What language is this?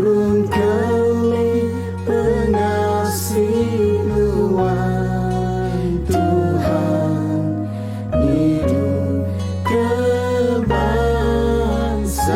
Iban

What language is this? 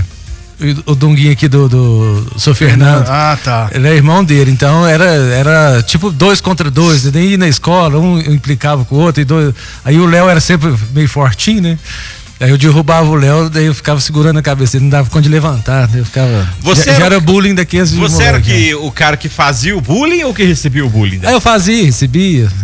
Portuguese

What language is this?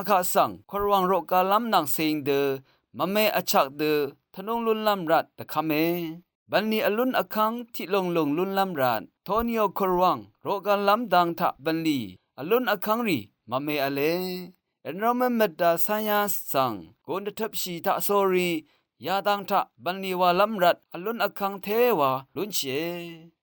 Rawang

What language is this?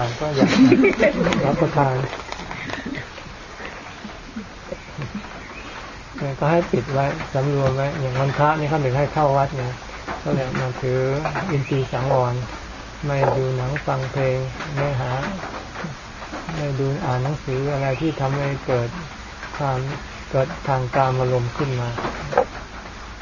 Thai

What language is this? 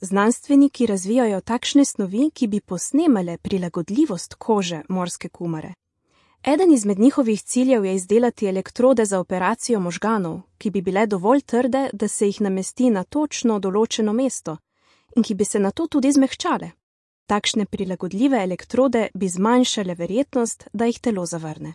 Slovenian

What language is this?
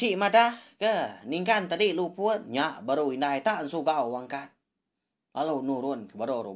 Iban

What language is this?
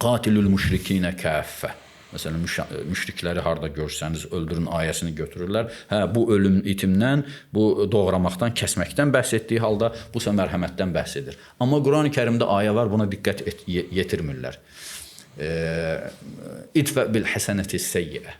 Azerbaijani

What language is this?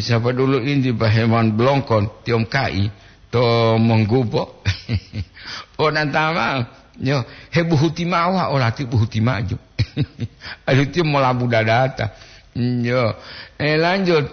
Gorontalo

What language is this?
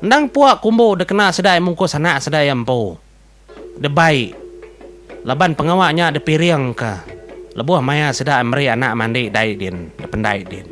Iban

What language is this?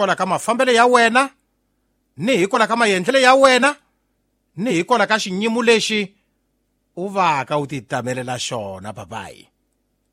Tsonga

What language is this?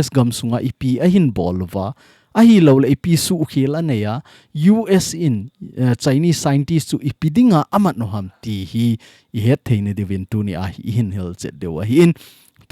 Thado Chin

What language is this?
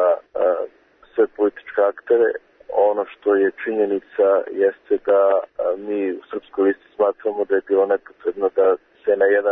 Serbian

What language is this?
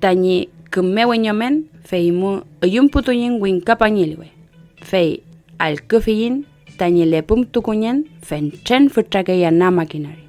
Mapuche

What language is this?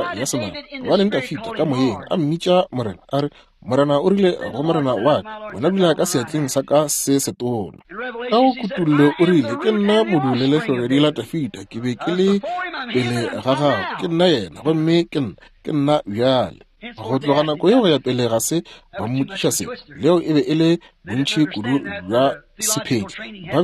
Northern Sotho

